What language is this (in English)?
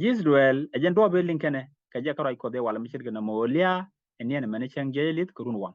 Nuer